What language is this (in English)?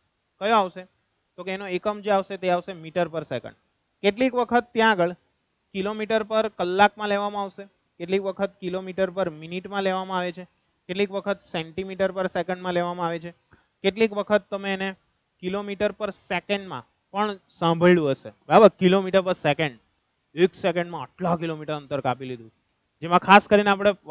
Gujarati